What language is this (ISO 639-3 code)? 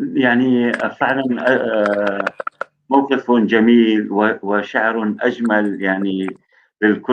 apc